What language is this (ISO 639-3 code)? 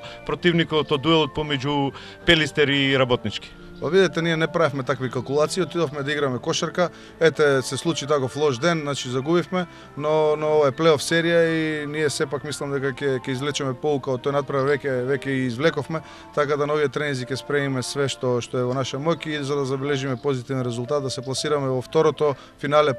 mkd